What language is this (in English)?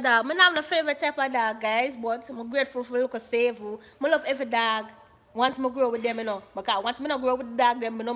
Jamaican Creole English